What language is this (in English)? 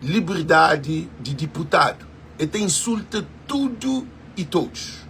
Kabuverdianu